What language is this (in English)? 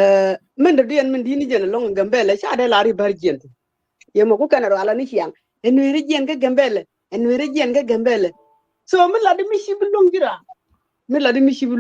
Nuer